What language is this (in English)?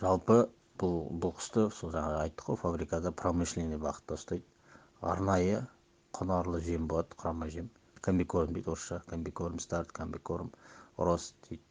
Kazakh